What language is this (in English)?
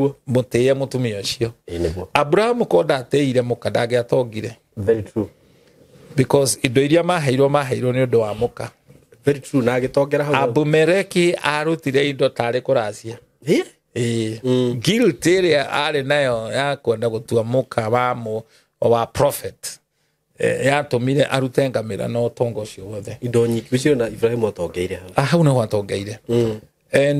Kikuyu